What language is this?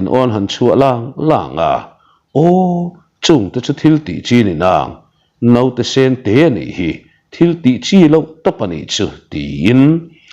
Mizo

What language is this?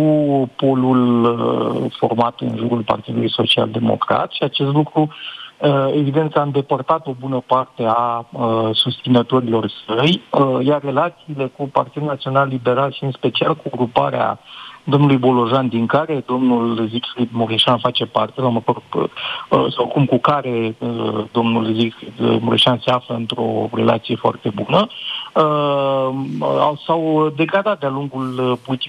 Romanian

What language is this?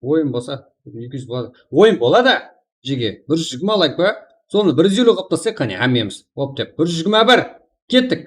Kara-Kalpak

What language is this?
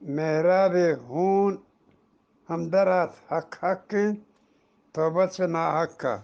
Eastern Balochi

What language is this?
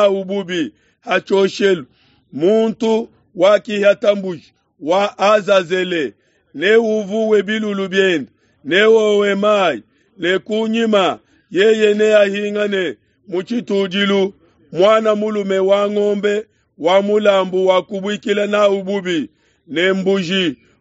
Luba-Lulua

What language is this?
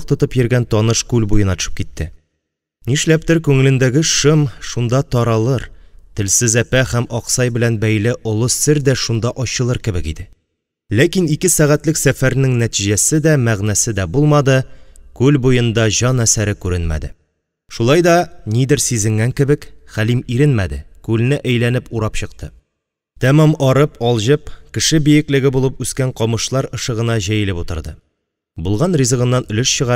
Tatar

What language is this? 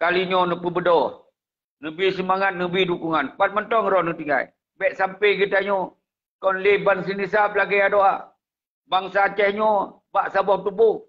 Achinese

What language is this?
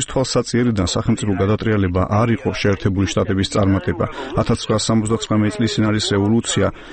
Georgian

